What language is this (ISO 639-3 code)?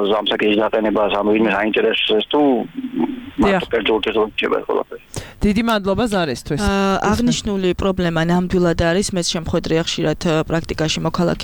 kat